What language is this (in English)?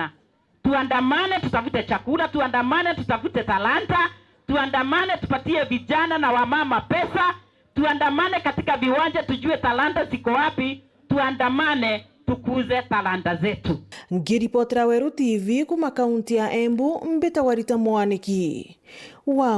Meru